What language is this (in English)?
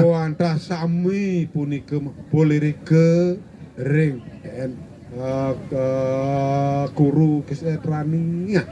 Balinese